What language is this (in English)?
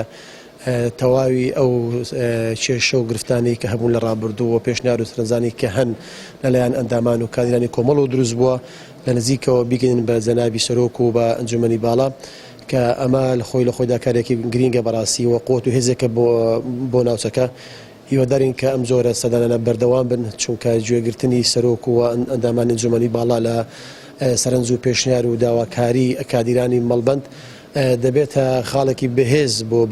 Central Kurdish